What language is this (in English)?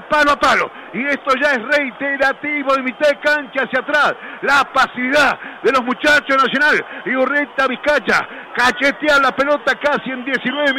Spanish